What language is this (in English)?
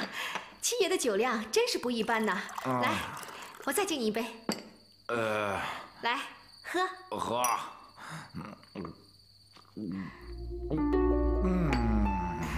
Chinese